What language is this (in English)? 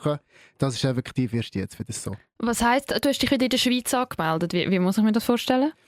Swiss German